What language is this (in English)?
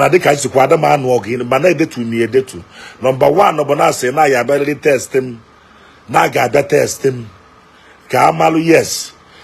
Igbo